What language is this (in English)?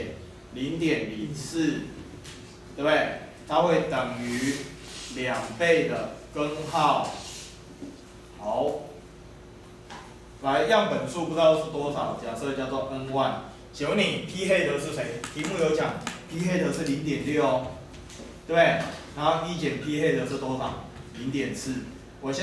Chinese